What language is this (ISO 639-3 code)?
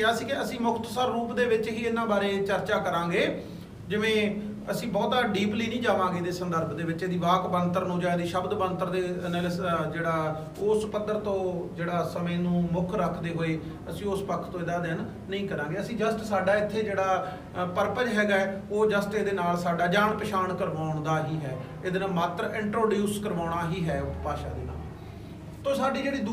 pan